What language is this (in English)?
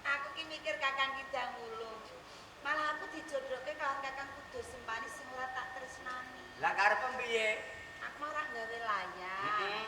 Javanese